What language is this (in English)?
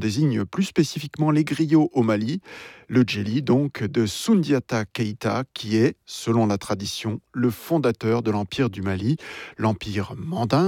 French